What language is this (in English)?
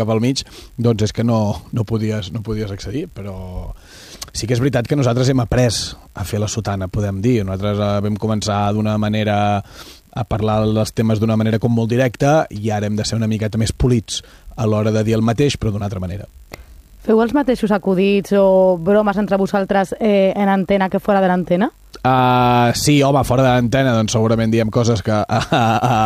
Catalan